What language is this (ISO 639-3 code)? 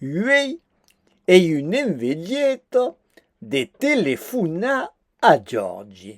oci